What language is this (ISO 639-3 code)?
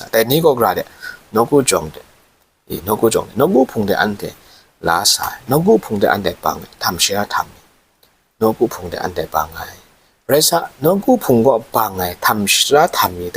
kac